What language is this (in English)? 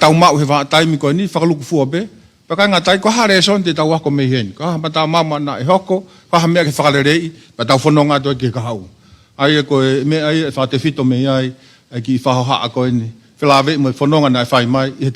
Tongan